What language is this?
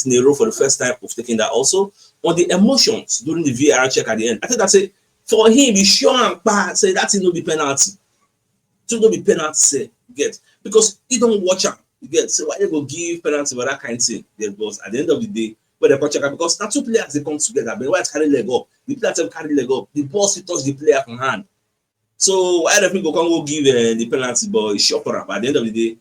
Nigerian Pidgin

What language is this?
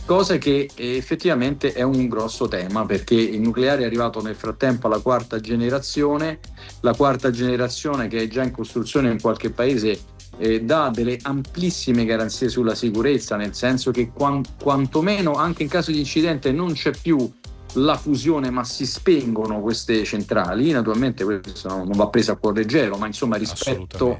Italian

